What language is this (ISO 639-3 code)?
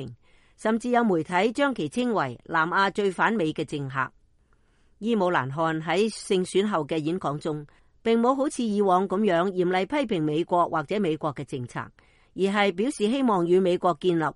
yue